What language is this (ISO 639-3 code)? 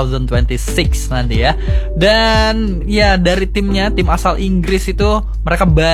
ind